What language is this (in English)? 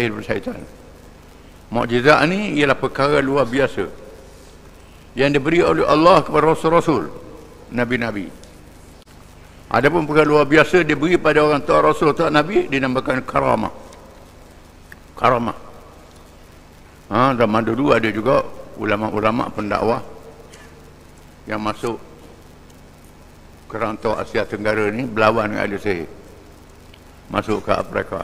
Malay